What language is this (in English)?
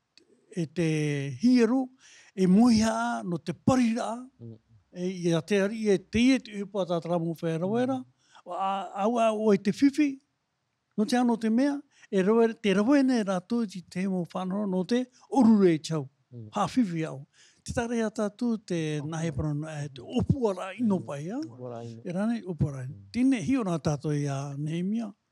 Tahitian